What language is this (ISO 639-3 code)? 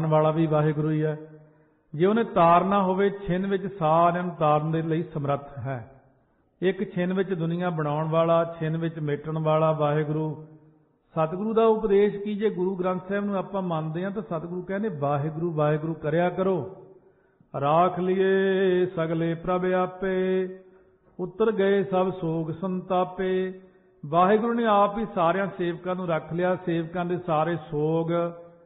pan